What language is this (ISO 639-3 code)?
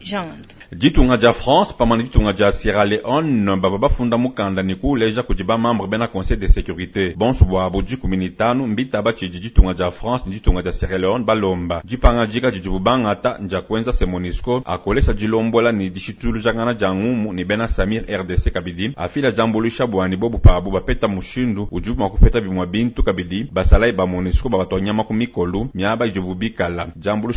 lua